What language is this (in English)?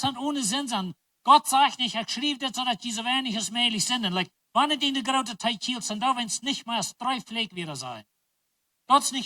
Plautdietsch